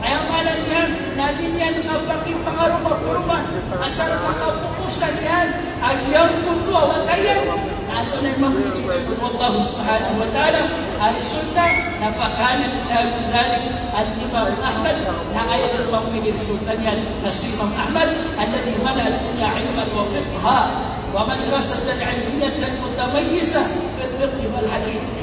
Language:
Maranao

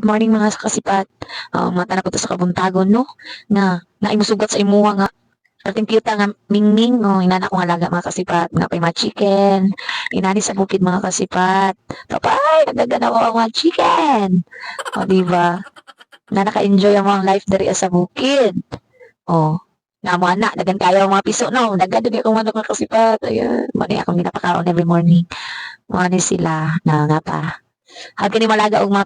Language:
Cebuano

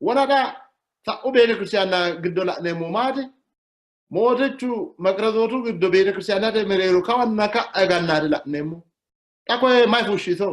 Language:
Sidamo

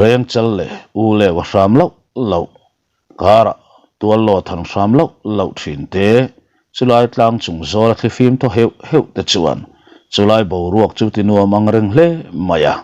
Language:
Mizo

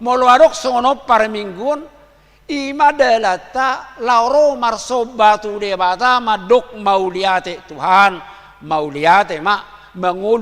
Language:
Batak Toba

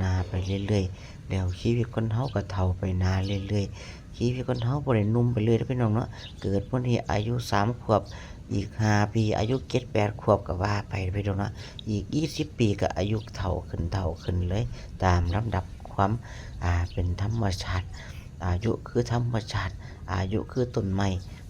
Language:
Lao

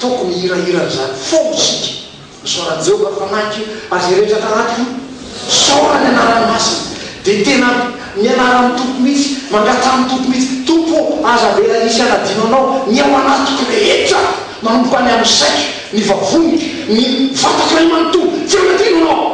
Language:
Malagasy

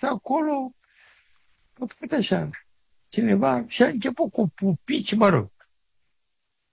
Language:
Romanian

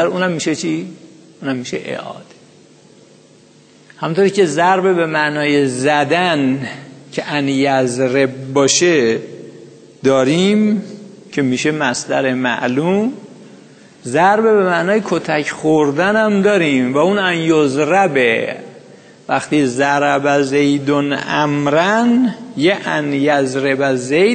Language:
Persian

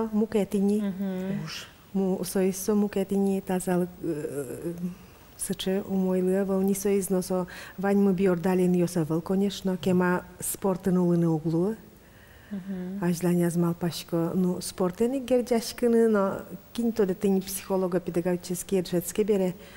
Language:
Udmurt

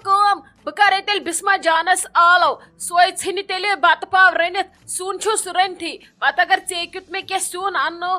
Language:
Kashmiri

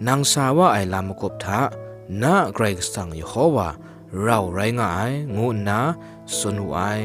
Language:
Kachin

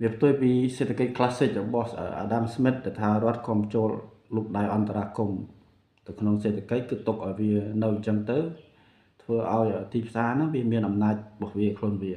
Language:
Khmer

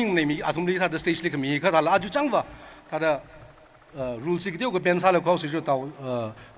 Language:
Tangkhul Naga (India)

